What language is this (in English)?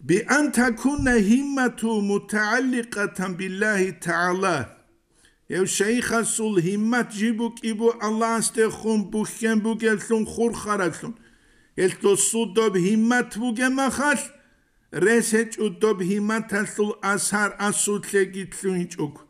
Avaric